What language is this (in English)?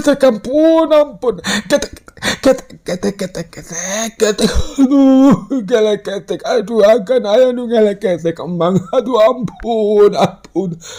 Sundanese